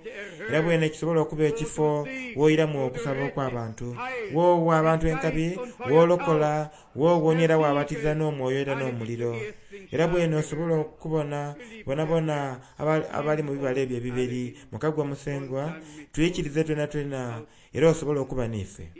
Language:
Soga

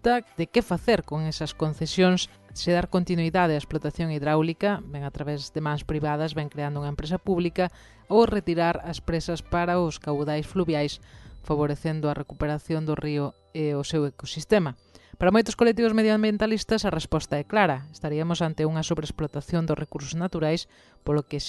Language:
Galician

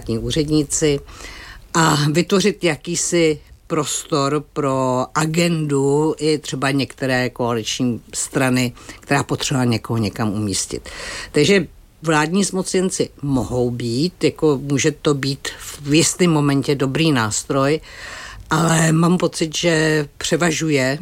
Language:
Czech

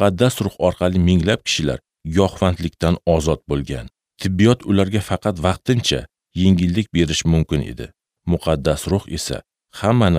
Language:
Uzbek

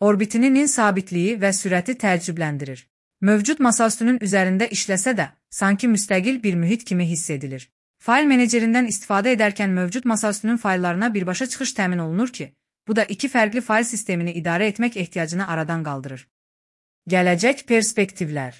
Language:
Azerbaijani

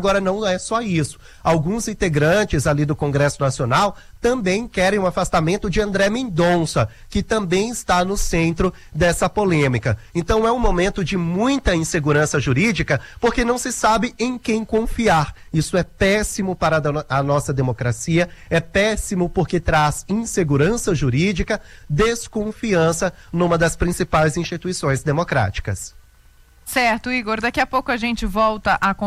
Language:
Portuguese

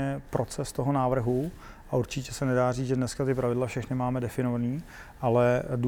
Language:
Czech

